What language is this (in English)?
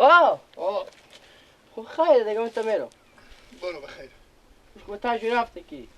Persian